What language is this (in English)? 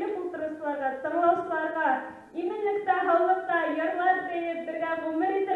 Bashkir